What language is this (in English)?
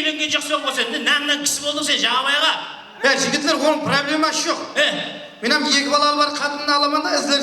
Kara-Kalpak